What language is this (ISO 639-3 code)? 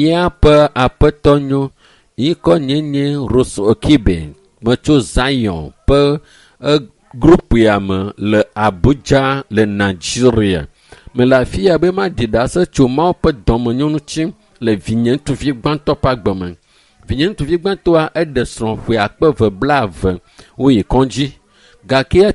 ewe